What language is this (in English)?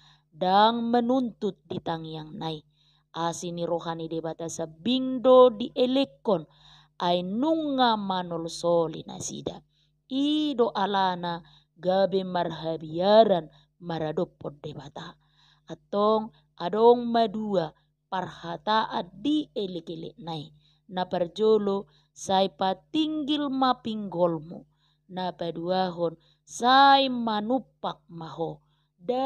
Batak Toba